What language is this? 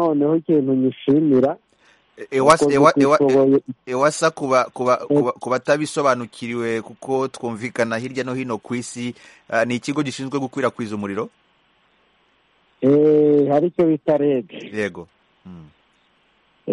Kinyarwanda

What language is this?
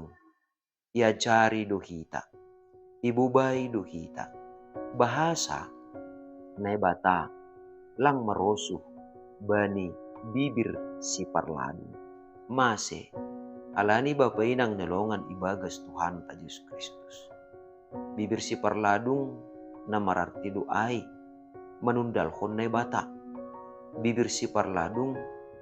Batak Simalungun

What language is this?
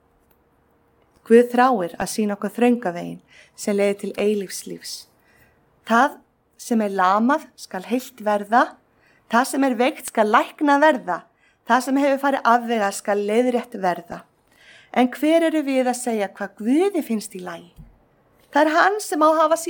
Icelandic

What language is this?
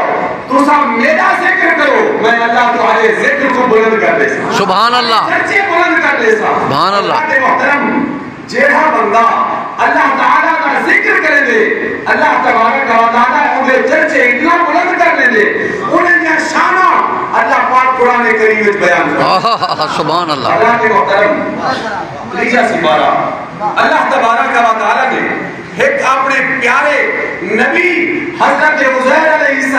Saraiki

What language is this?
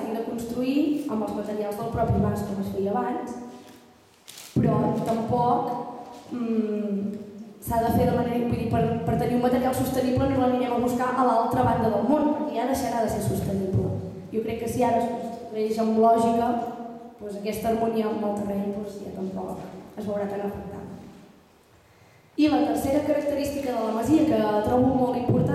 Catalan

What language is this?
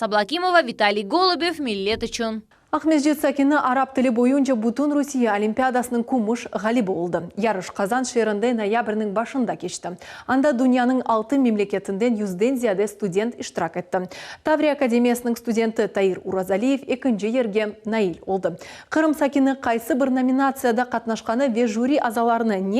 Crimean Tatar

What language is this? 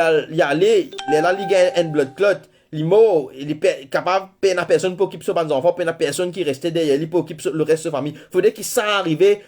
Morisyen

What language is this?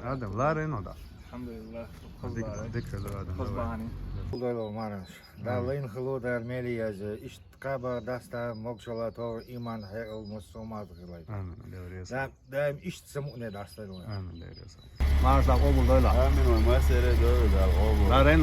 Chechen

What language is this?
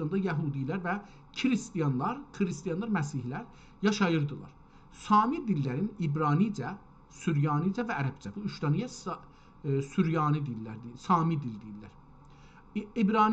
South Azerbaijani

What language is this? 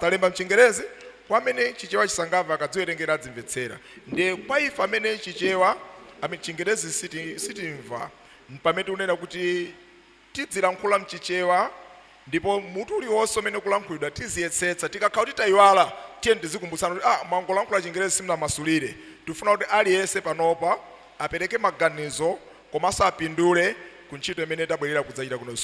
Nyanja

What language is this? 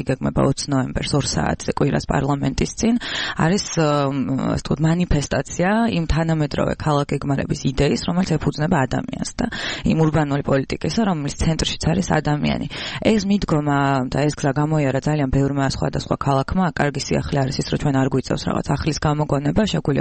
Georgian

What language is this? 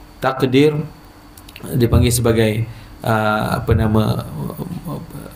Malay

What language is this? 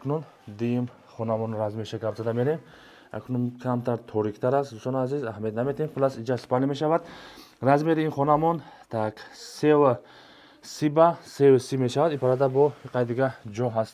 Tajik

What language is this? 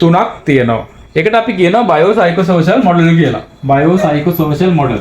Sinhala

